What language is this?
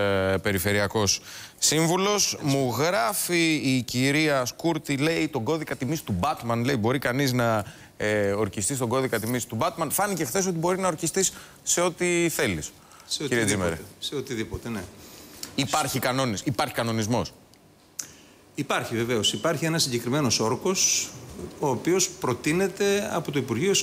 Greek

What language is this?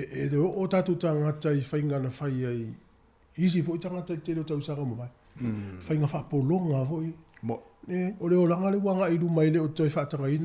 Samoan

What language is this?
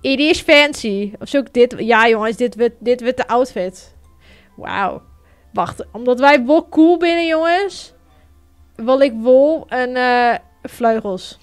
Western Frisian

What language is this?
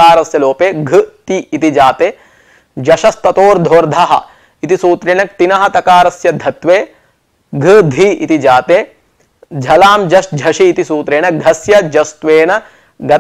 Sanskrit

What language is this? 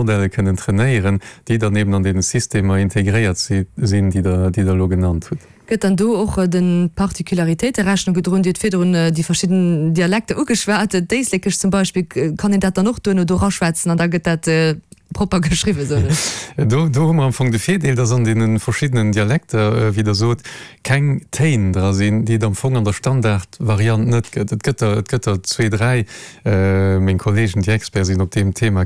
Luxembourgish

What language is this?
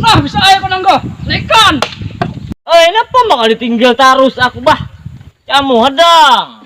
Banjar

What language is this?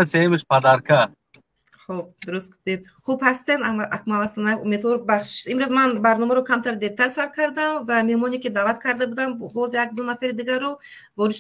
Tajik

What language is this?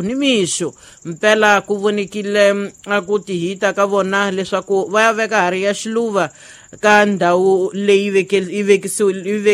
Tsonga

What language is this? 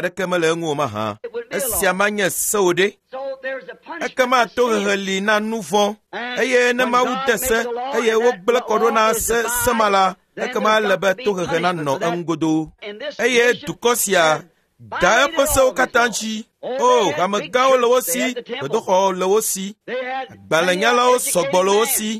Ewe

